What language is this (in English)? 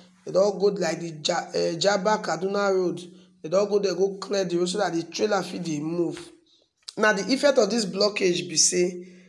Nigerian Pidgin